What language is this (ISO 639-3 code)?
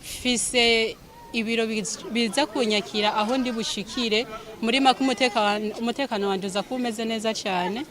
run